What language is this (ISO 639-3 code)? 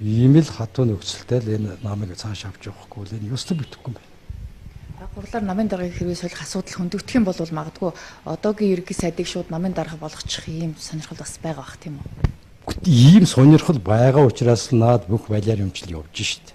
mon